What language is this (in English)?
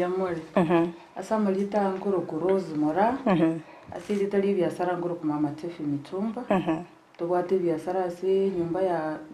Gusii